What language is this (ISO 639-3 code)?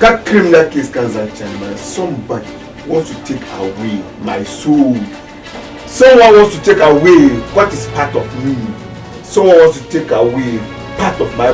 dag